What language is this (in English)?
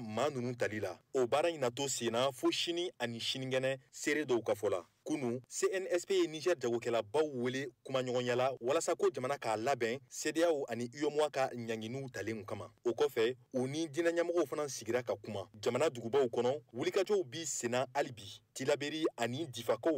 Bambara